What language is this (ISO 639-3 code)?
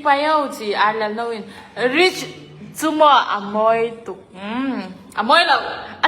ctd